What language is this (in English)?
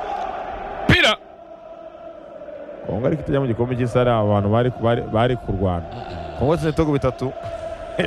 Kinyarwanda